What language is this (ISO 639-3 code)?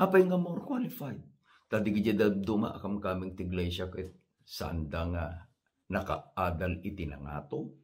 ilo